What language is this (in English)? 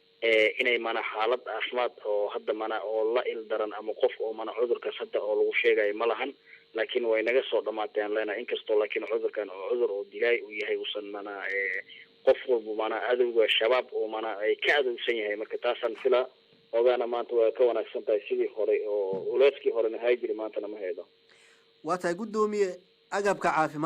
Somali